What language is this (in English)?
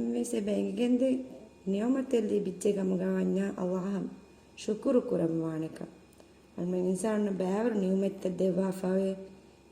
Divehi